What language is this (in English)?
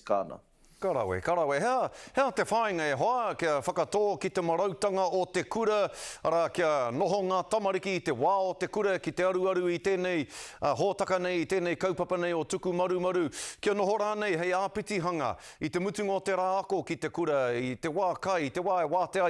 Māori